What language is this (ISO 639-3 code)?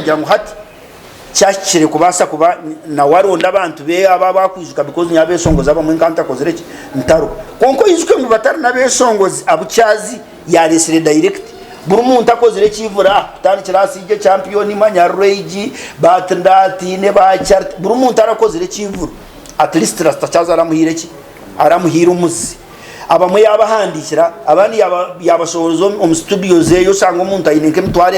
nyn